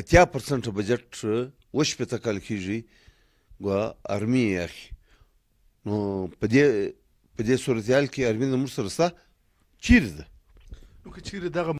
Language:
Pashto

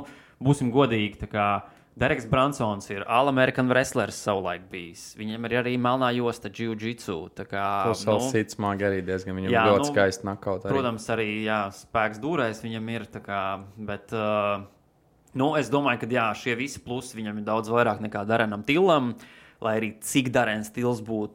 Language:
Latvian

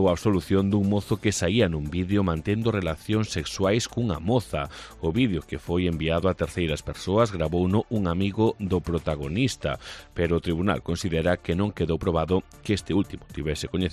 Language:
Galician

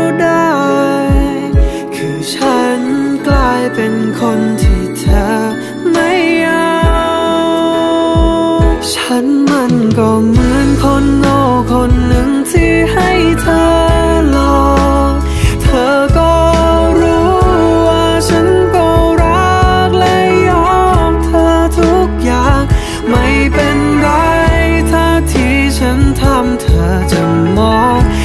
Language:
Thai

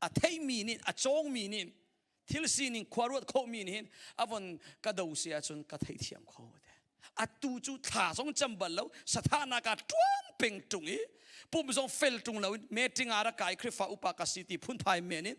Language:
Hakha Chin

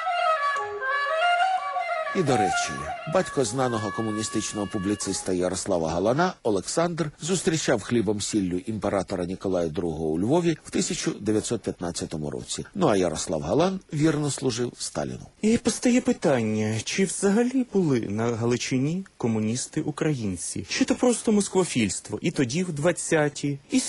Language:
Ukrainian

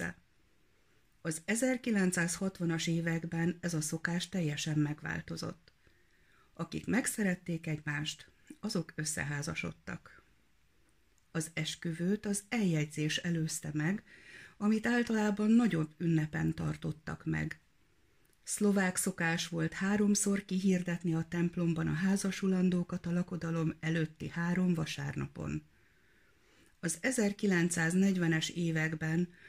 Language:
Hungarian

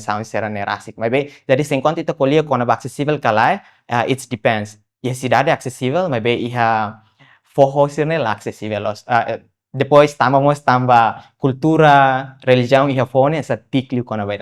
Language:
Tetum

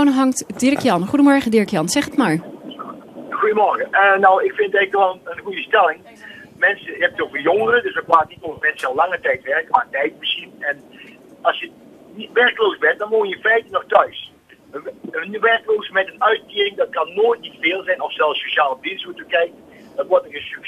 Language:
Dutch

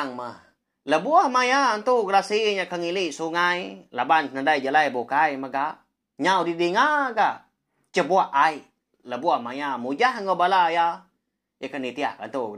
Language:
Iban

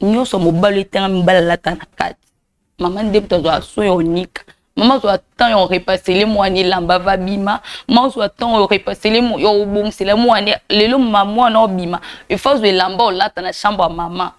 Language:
Lingala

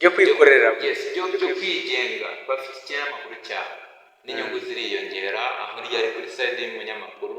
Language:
Kinyarwanda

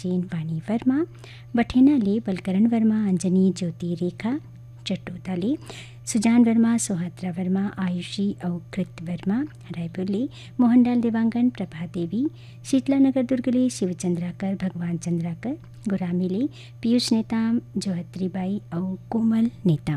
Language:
Hindi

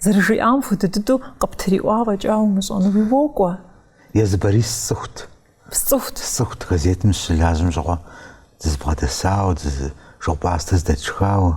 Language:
Kabardian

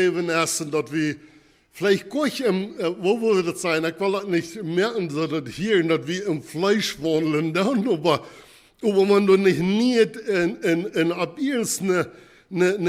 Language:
Plautdietsch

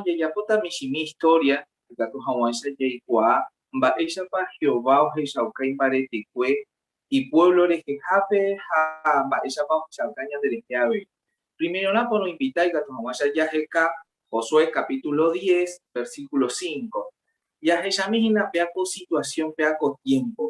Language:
Guarani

